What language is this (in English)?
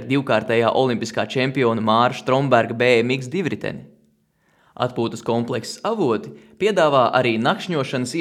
Latvian